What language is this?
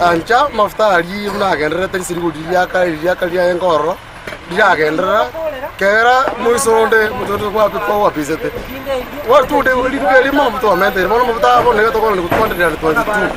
Gusii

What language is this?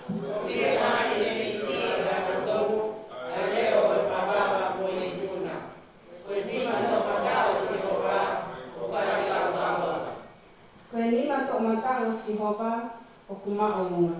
Tongan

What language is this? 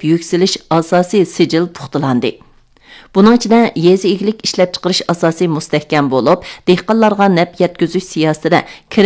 Uyghur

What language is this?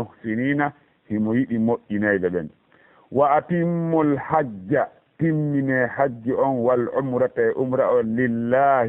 Fula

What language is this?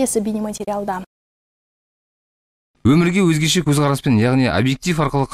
Kazakh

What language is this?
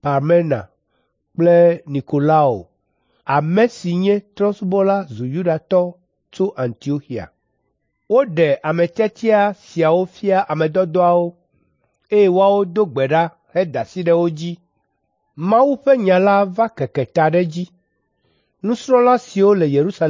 Ewe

